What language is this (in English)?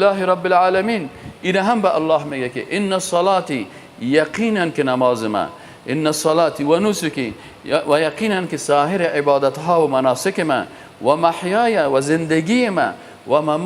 Persian